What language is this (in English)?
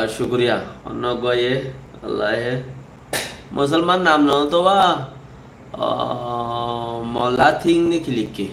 Rohingya